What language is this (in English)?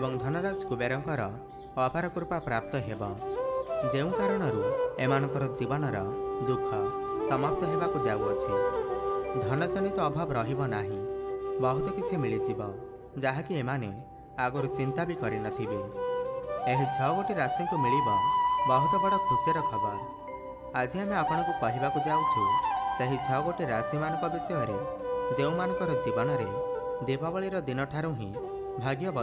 Odia